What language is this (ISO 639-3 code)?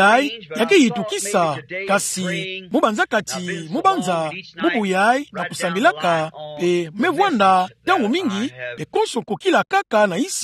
ktu